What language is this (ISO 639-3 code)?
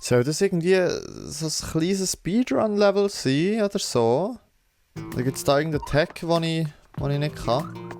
gsw